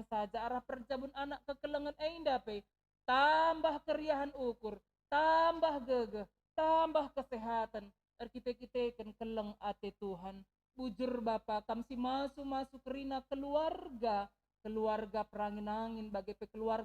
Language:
Batak Karo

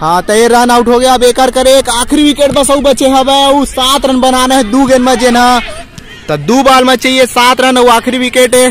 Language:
Chhattisgarhi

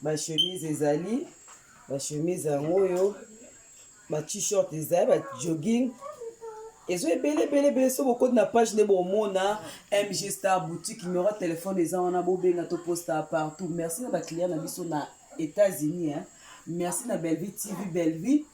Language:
Lingala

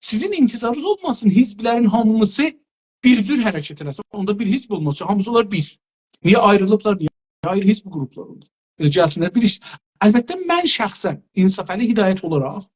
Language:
South Azerbaijani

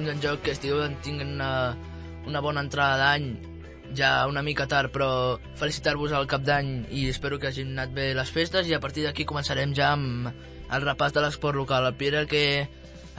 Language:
Catalan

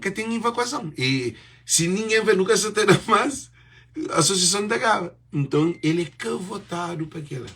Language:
Kabuverdianu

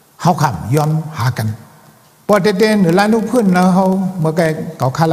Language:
Shan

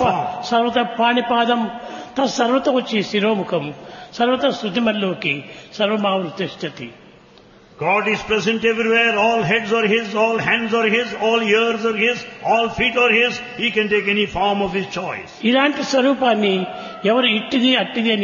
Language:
Telugu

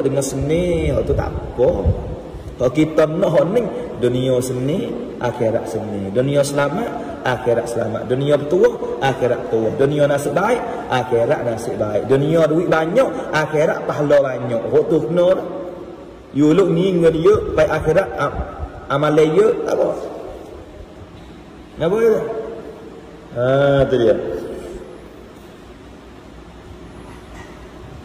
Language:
Malay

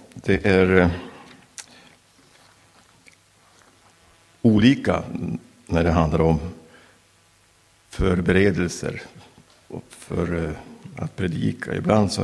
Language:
Swedish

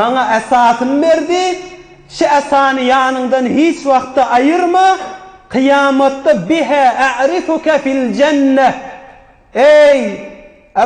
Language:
Turkmen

